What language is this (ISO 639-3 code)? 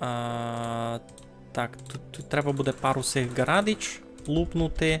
rue